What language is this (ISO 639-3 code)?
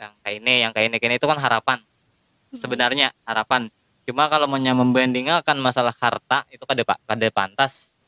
bjn